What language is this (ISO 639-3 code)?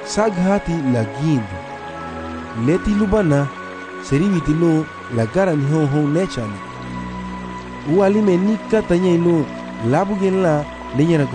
cab